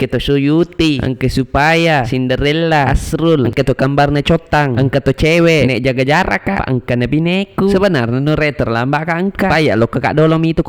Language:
Buginese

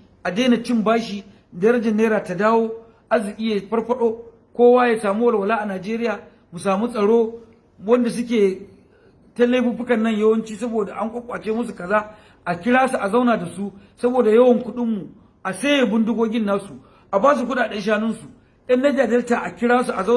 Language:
Hausa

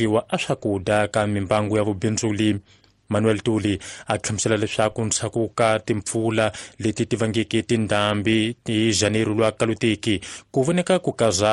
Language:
Tsonga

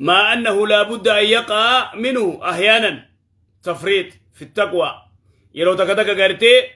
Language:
Oromo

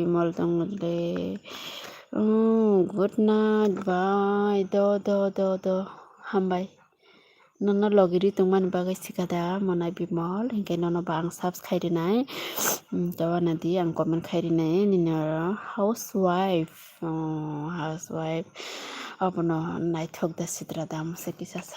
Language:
Kok Borok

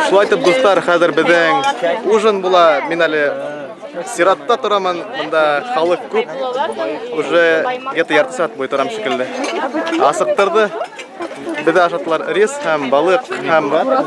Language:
Bashkir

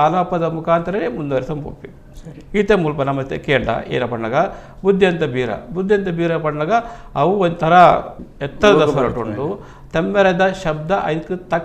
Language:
Tulu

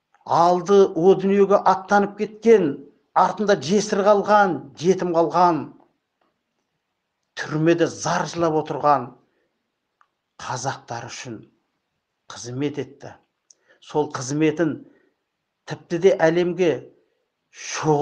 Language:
Kazakh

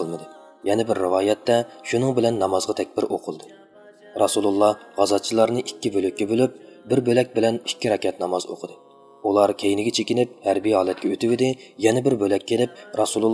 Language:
Uyghur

